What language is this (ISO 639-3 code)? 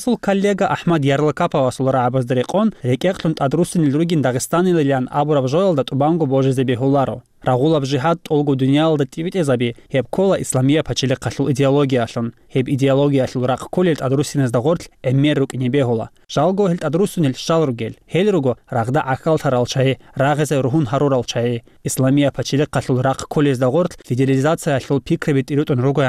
ava